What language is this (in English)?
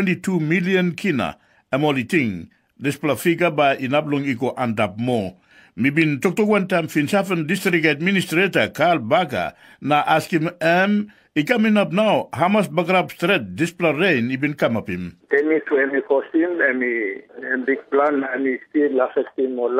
Tok Pisin